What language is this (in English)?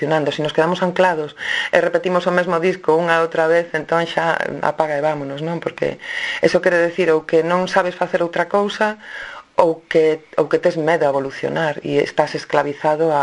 Galician